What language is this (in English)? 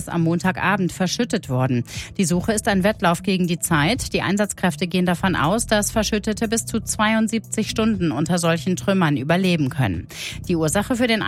German